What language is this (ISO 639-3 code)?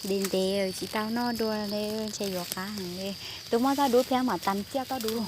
hmn